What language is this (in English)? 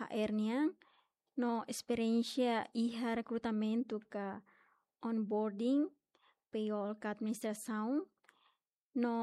Tetum